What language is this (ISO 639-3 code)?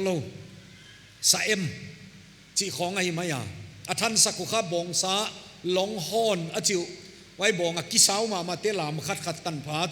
pck